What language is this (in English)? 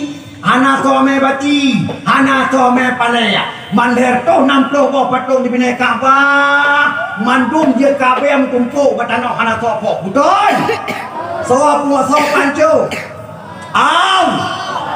Achinese